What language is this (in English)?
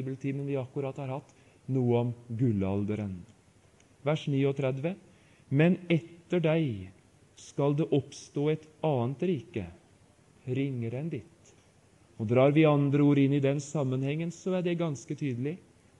Norwegian